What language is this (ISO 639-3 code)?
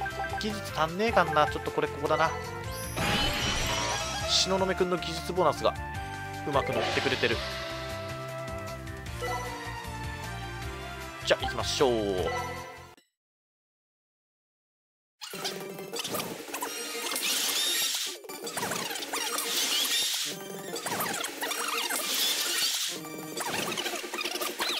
jpn